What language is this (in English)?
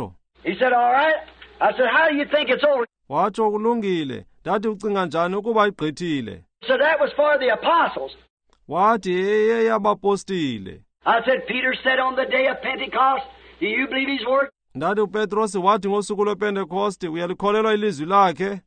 Xhosa